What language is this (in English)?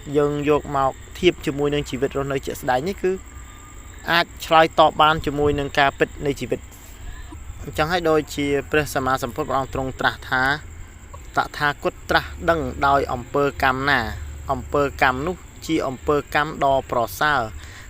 Khmer